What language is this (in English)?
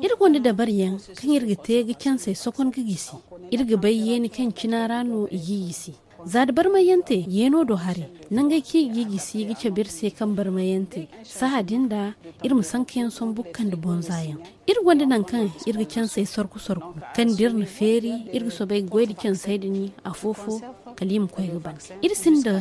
Zarma